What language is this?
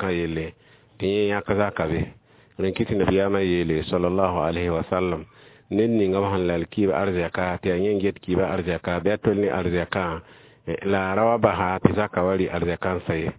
Mossi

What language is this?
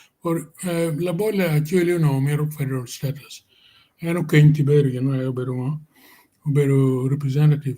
Acoli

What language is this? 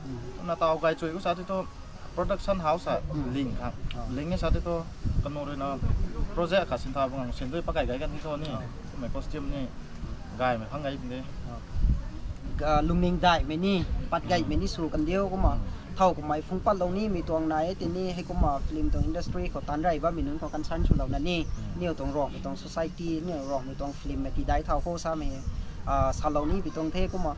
Rongmei Naga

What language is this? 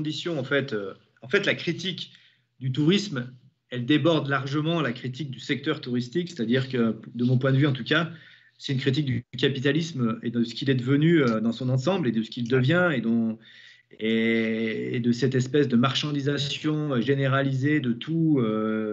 French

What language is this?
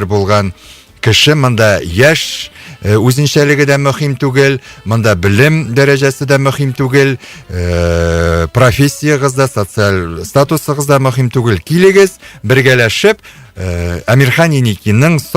Tatar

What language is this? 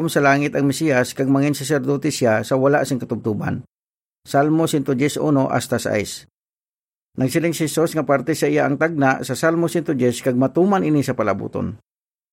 Hiligaynon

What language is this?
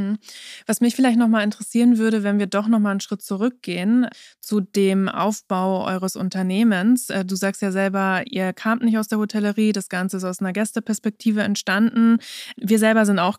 German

